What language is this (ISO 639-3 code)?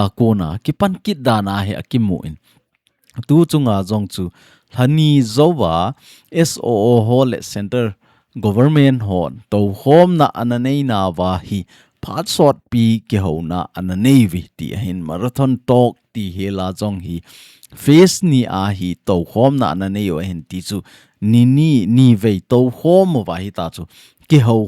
tcz